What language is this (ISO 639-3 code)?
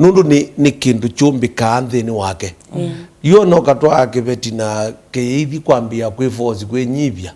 kam